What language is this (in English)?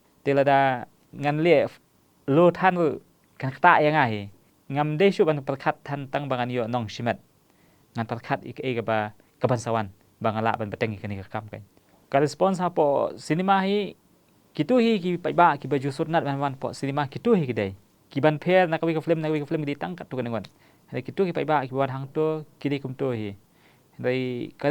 Khasi